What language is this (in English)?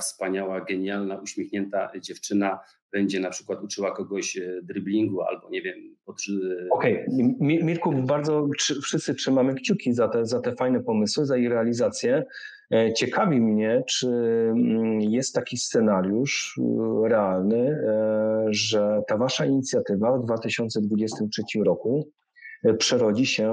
Polish